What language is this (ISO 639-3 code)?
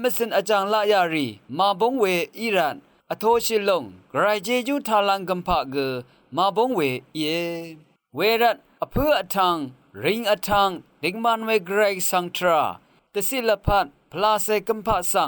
raw